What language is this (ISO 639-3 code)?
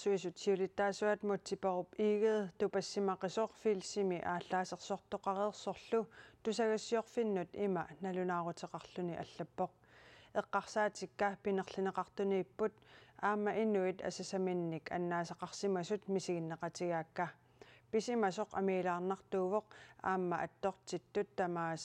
kal